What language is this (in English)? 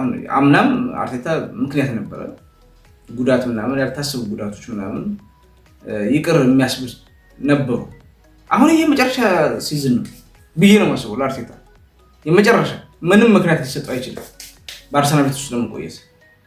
Amharic